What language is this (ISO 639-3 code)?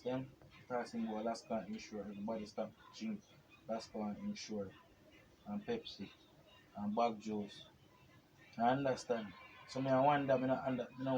jam